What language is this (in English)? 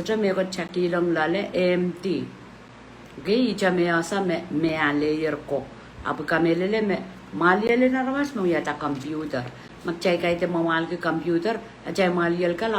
Pohnpeian